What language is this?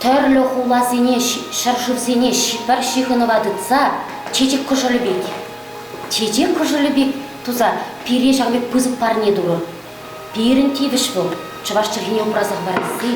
Chuvash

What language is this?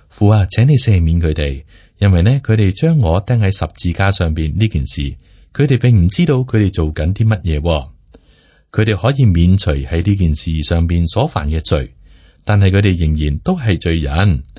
Cantonese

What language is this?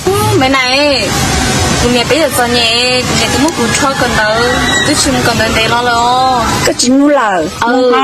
Hmong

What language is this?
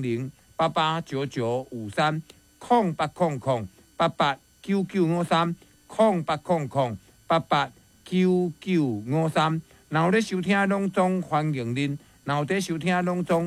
Min Nan Chinese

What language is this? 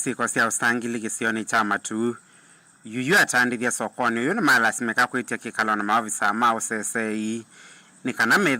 Kamba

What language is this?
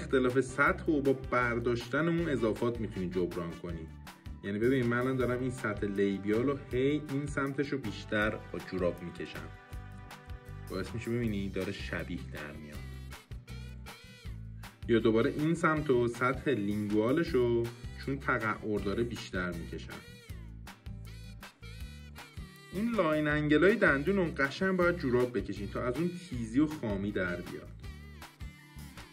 Persian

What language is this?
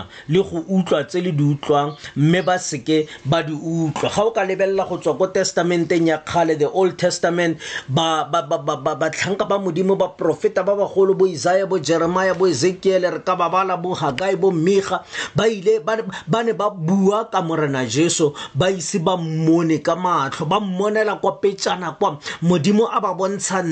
Tswana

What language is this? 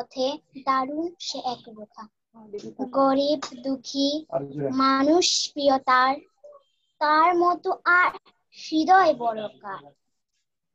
Bangla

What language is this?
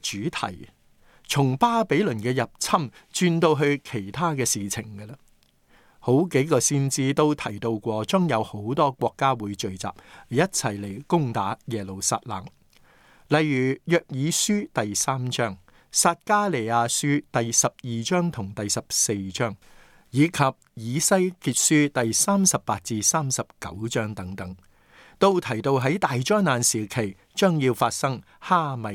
Cantonese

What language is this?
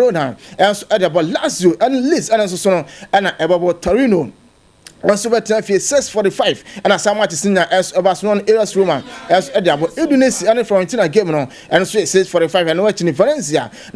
Akan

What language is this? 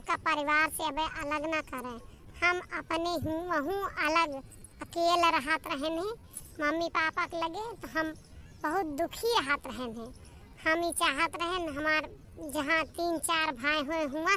Awadhi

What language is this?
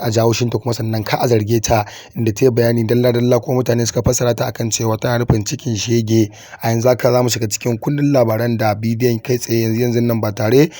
Hausa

